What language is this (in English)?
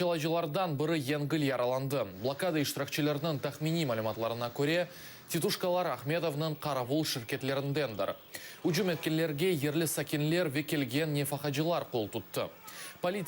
Crimean Tatar